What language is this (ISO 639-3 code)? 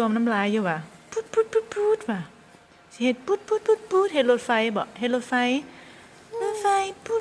tts